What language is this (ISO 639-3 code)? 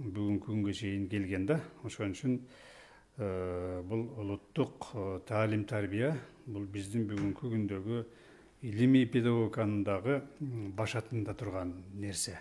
kir